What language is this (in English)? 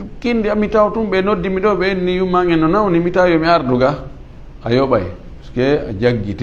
Fula